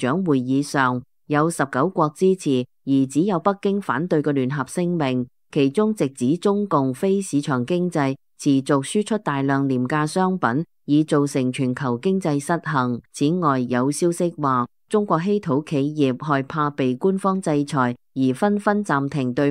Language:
Cantonese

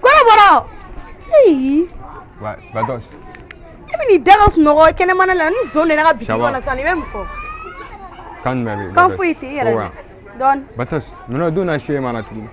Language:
Bambara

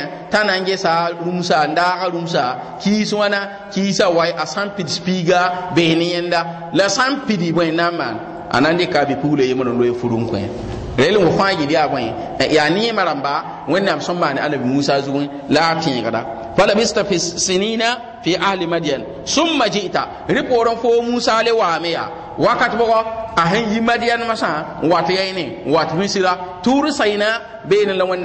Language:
Mossi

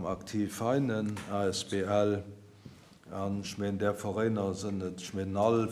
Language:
Luxembourgish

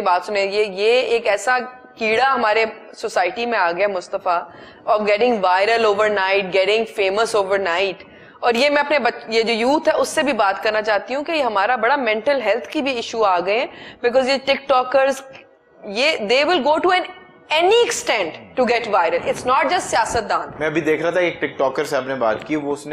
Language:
Urdu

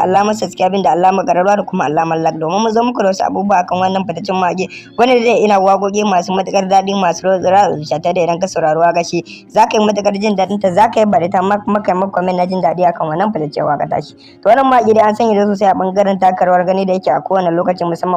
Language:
Hausa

